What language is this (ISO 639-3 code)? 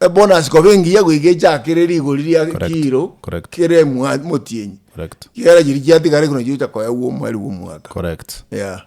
guz